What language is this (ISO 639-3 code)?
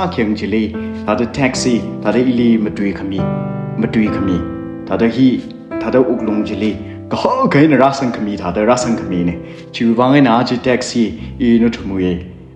nmf